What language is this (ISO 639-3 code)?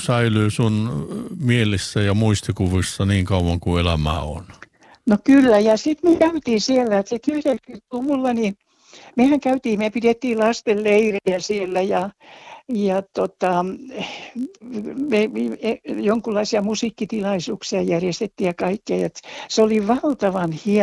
fin